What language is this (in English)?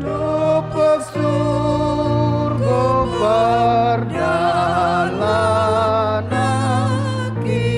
Batak Toba